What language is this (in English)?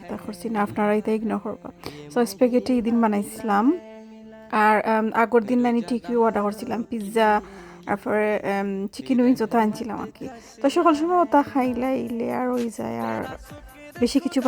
Sylheti